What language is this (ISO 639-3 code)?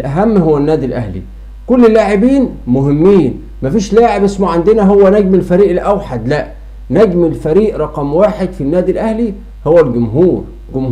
arz